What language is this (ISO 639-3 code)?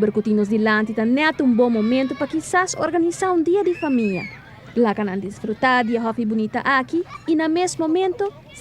pap